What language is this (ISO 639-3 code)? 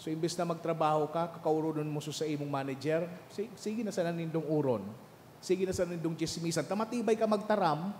bik